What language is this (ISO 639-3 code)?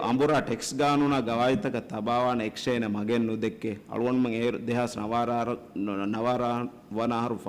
div